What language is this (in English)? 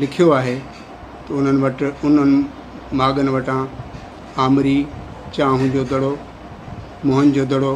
Sindhi